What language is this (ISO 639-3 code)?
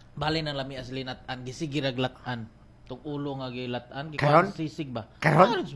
ceb